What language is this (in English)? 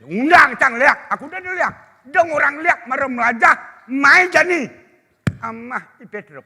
Balinese